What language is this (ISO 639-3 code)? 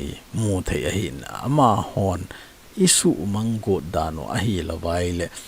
tcz